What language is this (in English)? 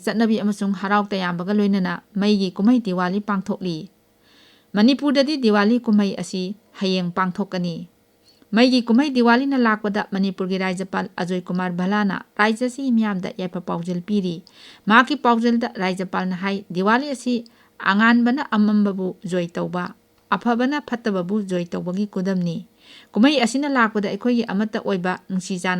Manipuri